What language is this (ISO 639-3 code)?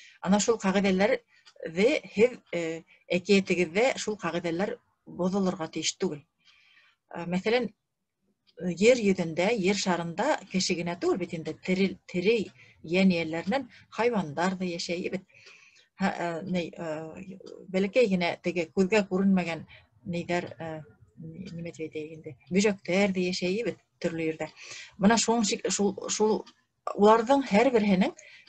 bak